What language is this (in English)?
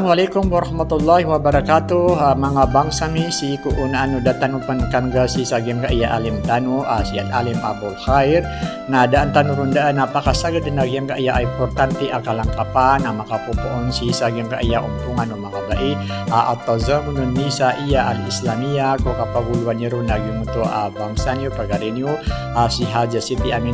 Maranao